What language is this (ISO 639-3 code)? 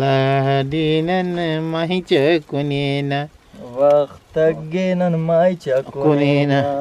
brh